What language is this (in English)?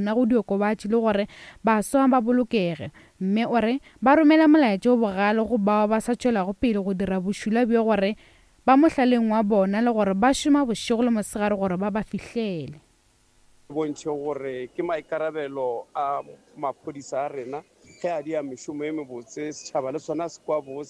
Northern Sotho